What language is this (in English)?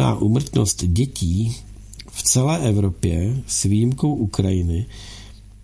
Czech